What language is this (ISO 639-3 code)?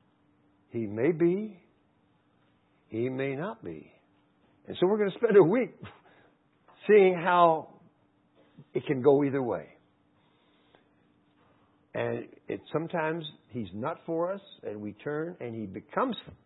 eng